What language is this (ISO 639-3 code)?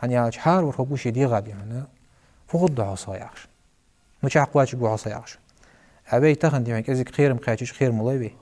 inh